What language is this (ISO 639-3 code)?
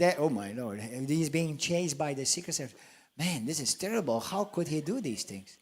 eng